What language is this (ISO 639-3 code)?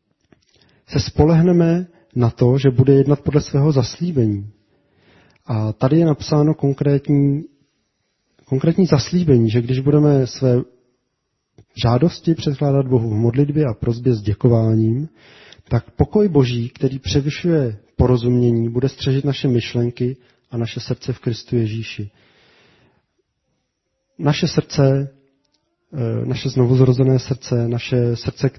ces